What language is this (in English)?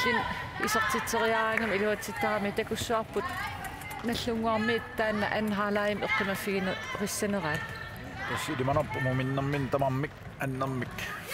Kalaallisut